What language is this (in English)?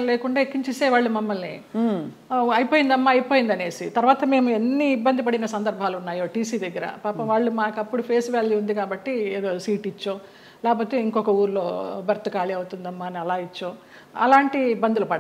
Telugu